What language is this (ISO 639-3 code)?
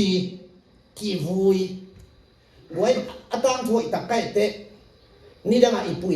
ctd